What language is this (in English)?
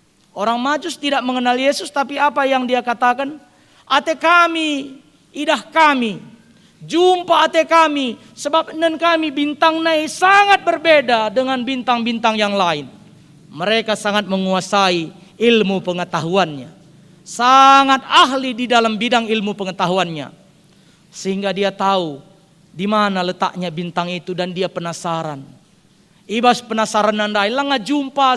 Batak Karo